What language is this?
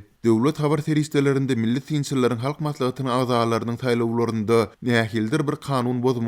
Turkmen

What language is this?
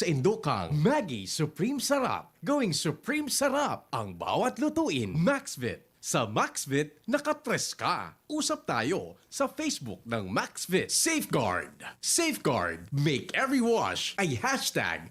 Bikol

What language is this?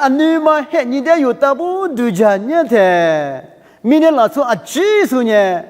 Lisu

